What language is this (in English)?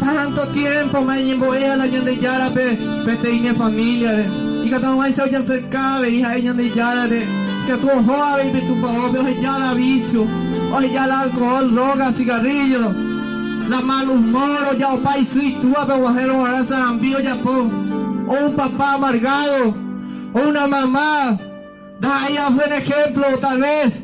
Guarani